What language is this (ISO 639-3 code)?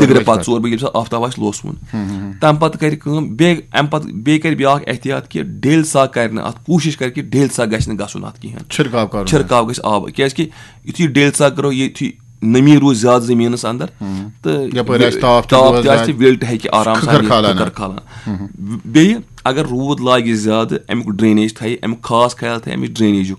kas